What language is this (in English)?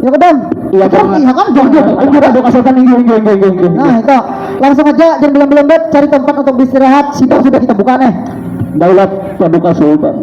Banjar